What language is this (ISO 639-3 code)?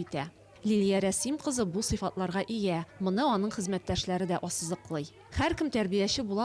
tat